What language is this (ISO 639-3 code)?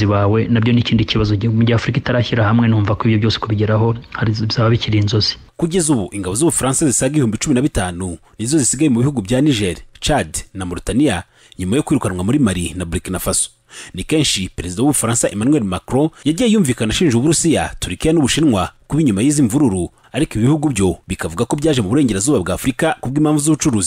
kin